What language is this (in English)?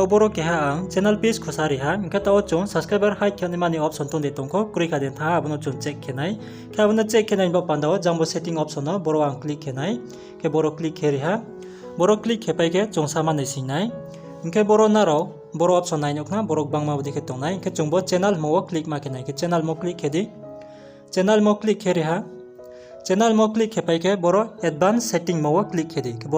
Riang (India)